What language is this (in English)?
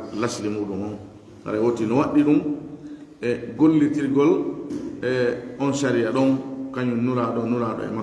Fula